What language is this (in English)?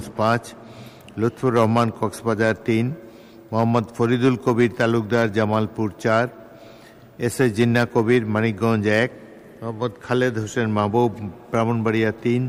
Bangla